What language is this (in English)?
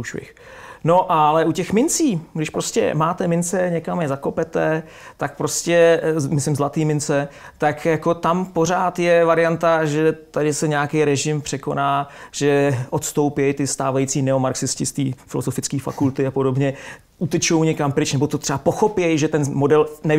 Czech